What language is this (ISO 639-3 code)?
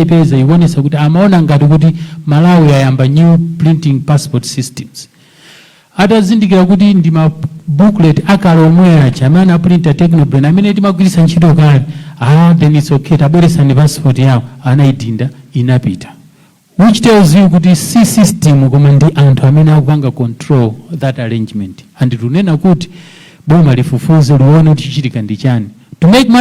nya